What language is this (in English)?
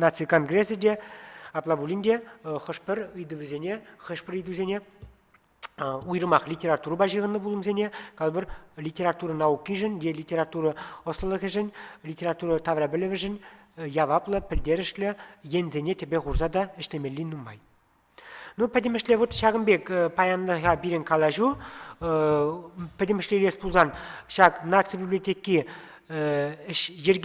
Chuvash